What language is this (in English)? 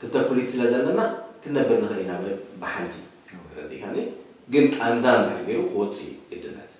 Tigrinya